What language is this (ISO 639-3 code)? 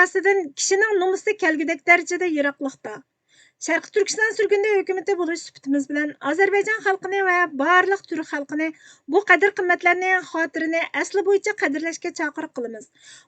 uig